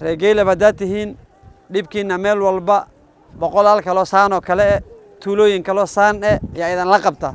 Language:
Somali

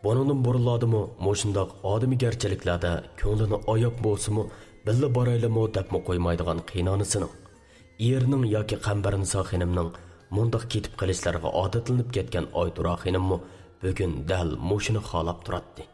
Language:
Uyghur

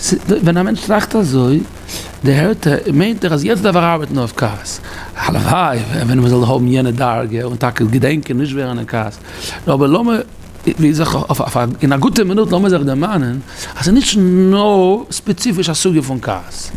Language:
Yiddish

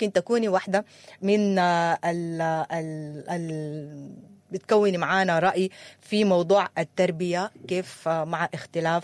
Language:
Sudanese Arabic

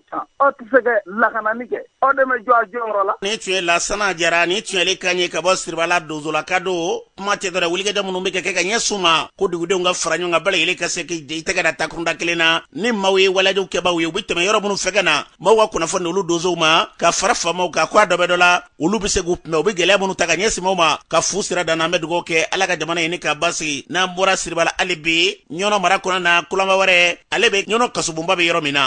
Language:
Bambara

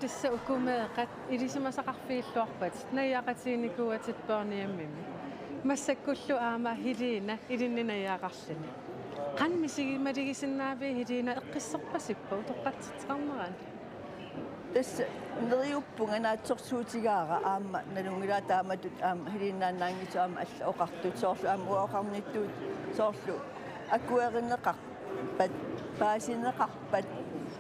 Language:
Kalaallisut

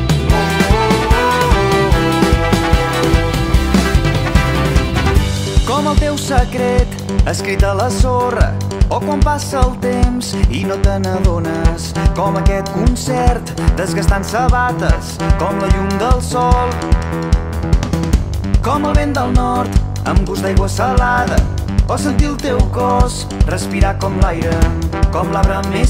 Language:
Catalan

